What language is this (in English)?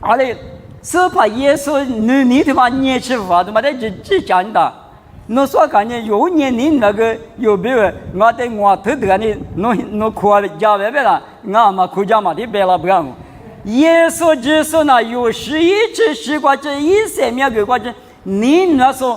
Lisu